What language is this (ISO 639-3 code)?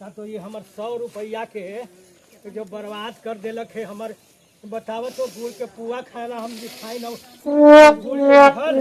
mag